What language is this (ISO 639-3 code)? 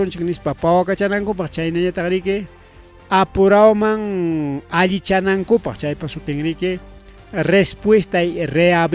quy